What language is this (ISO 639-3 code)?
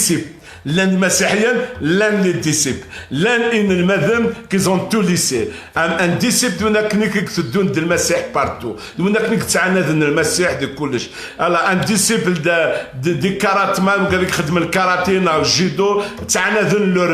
kab